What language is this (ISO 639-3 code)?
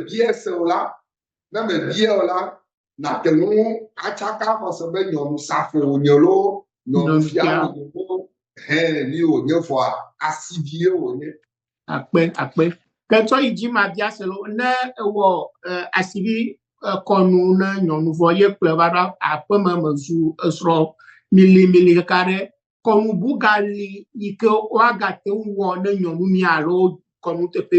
ewe